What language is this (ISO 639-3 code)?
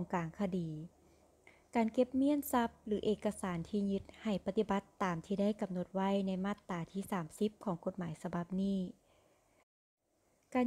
lao